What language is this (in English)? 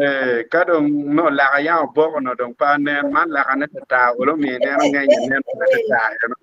Acoli